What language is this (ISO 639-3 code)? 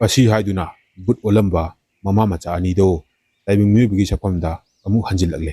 mni